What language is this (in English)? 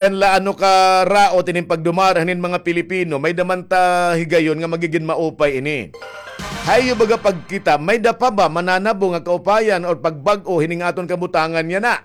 Waray